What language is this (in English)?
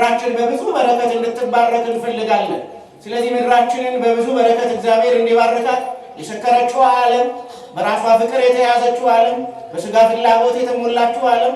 Amharic